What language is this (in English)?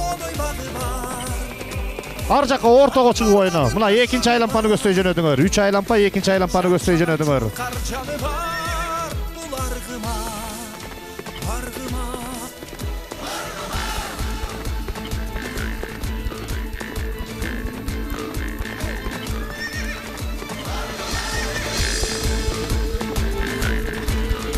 Kyrgyz